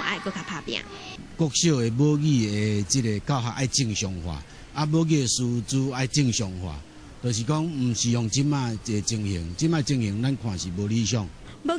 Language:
Min Nan Chinese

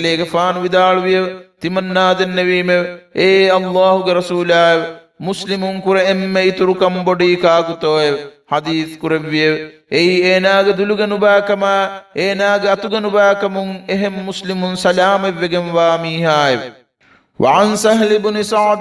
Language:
Divehi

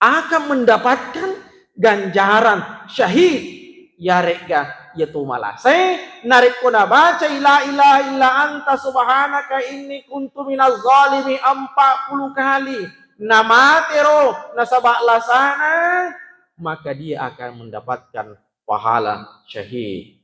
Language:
Buginese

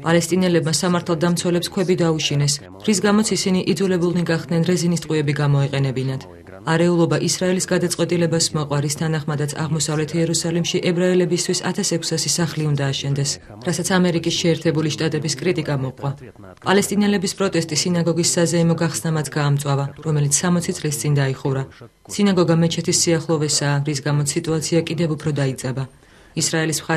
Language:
Georgian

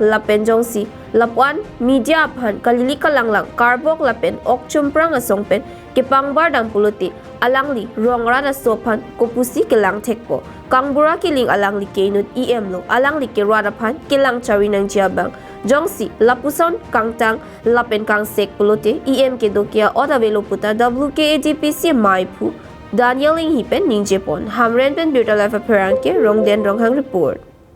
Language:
Karbi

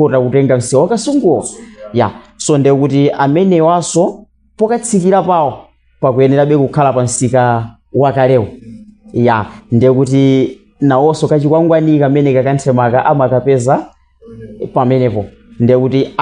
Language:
Nyanja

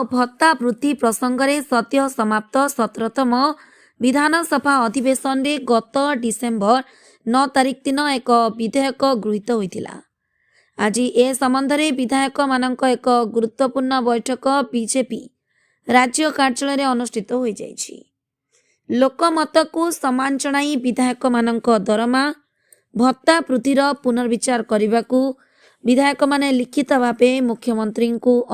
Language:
Odia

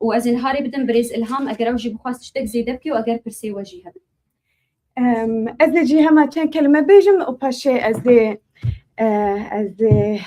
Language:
Kurdish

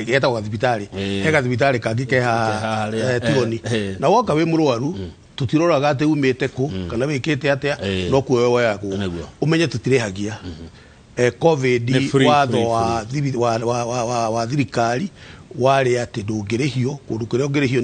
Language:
Kikuyu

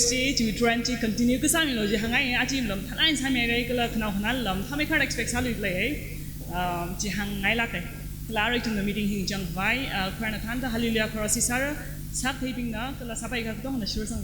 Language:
Tangkhul Naga (India)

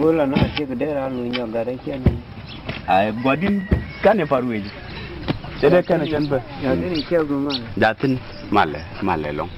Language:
Nuer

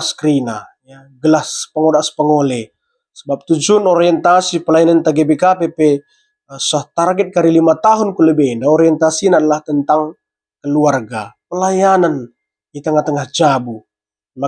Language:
Batak Karo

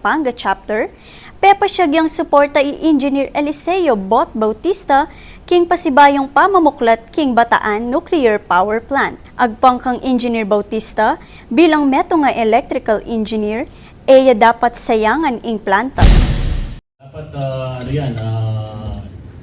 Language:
Pampanga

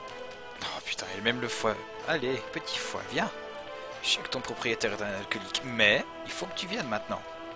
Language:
French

